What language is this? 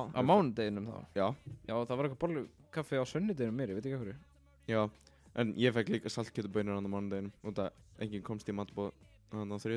Icelandic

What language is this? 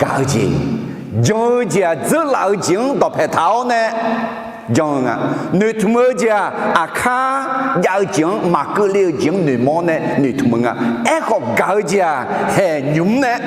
Akha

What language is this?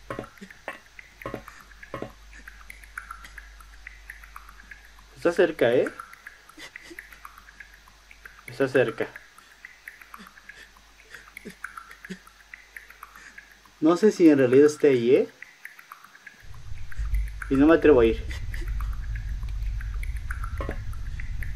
Spanish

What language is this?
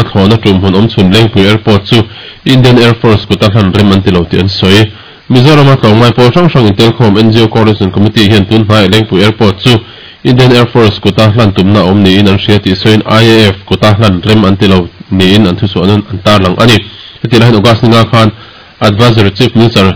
Mizo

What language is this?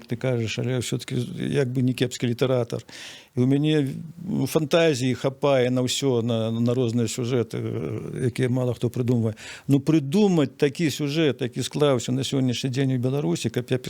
Belarusian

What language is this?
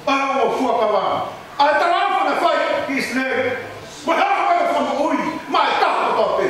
Tongan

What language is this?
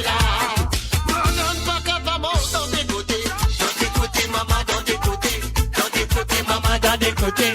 Morisyen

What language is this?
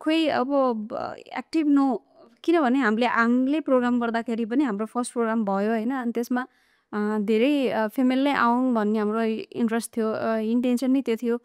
Nepali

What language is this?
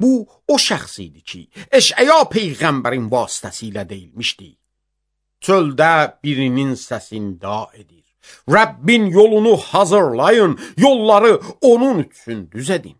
Azerbaijani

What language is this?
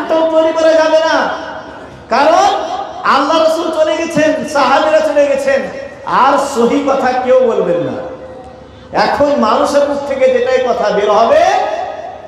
Bangla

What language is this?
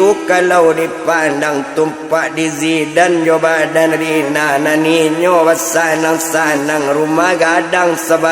Minangkabau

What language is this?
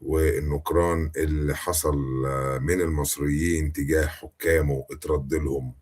Egyptian Arabic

